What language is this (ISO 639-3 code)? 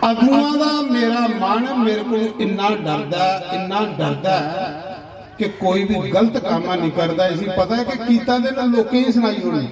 doi